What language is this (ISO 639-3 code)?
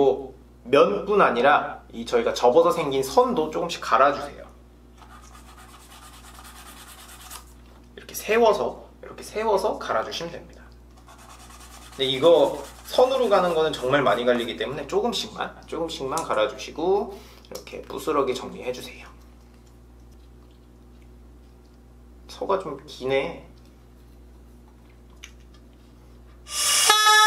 kor